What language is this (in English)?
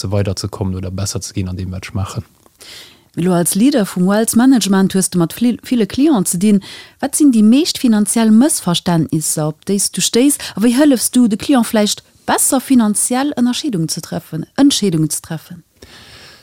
Luxembourgish